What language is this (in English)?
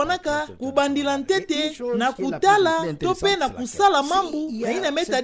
Kituba (Democratic Republic of Congo)